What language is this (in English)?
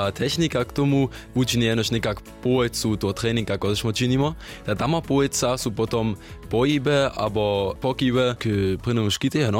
Upper Sorbian